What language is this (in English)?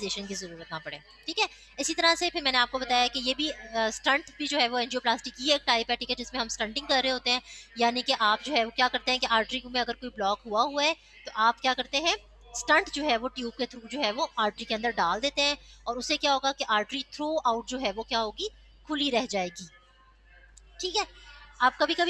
Hindi